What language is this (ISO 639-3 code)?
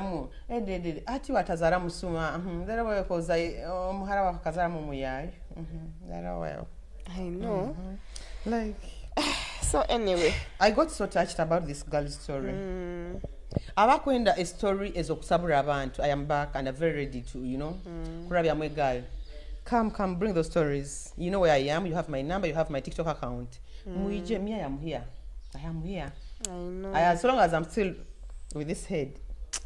nyo